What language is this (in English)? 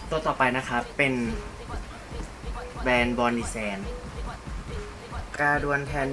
Thai